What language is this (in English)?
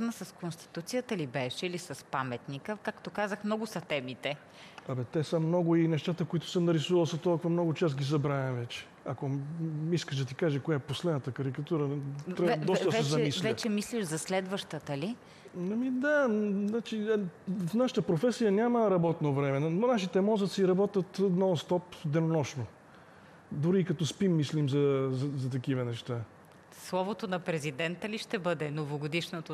Bulgarian